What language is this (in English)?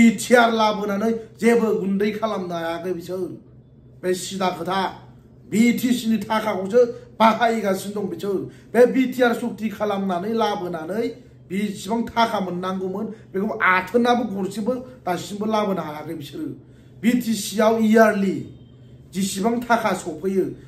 Bodo